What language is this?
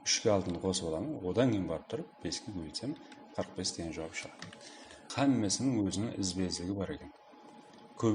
Kara-Kalpak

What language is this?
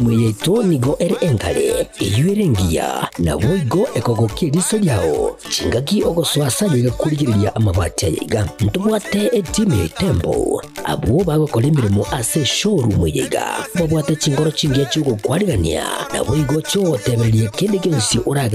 Gusii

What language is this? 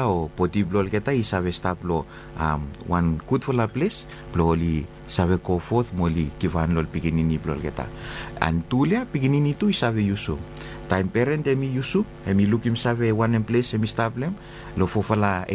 Bislama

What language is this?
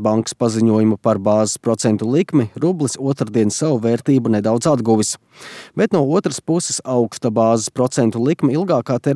Latvian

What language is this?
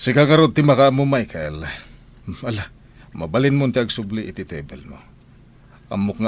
Iloko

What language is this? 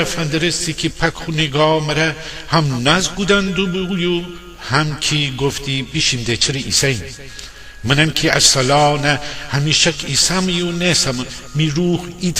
Gilaki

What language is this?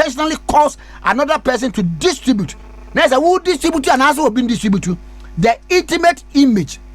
Akan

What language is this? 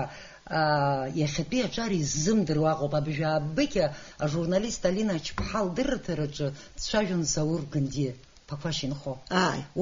Abkhazian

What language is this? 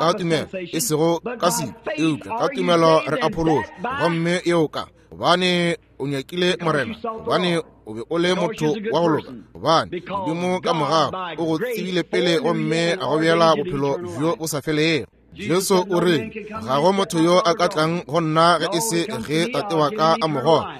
Northern Sotho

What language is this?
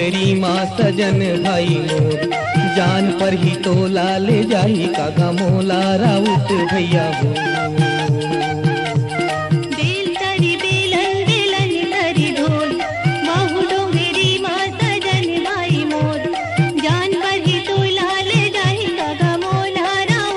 Chhattisgarhi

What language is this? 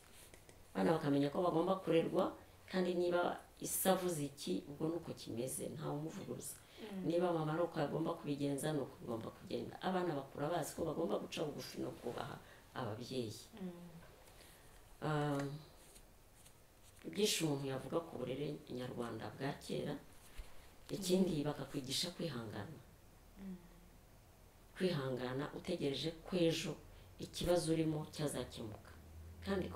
Kinyarwanda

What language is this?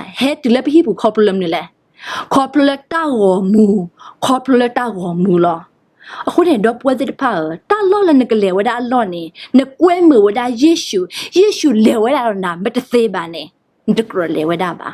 S'gaw Karen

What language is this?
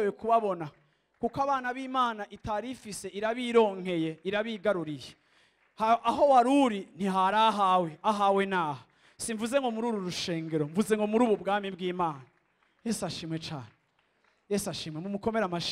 Rundi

